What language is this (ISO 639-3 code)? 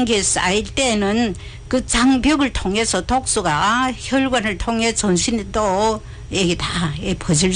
kor